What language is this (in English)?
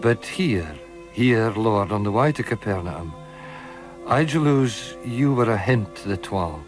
Scots